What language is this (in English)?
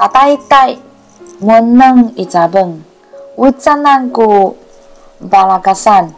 Sakizaya